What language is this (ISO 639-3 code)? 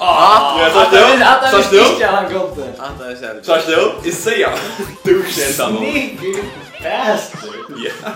fao